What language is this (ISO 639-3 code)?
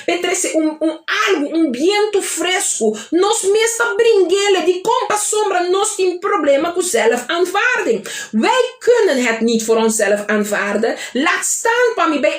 pap